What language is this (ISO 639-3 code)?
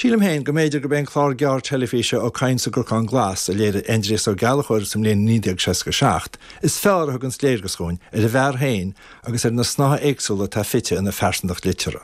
gle